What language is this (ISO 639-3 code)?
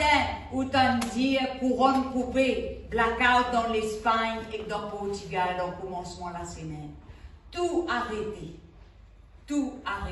mfe